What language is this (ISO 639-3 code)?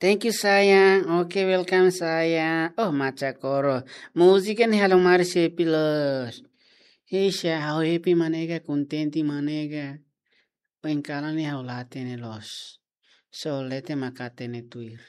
tet